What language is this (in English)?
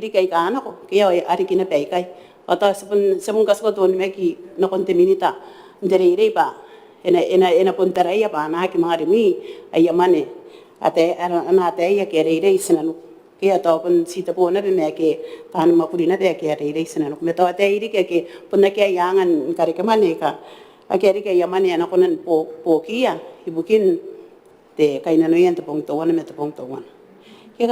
Gilbertese